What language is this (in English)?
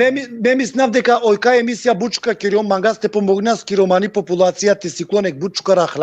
Balkan Romani